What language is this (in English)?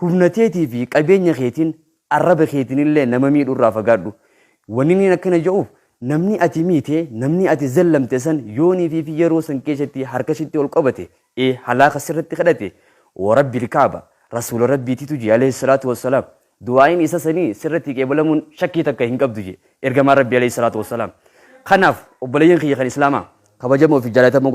Oromo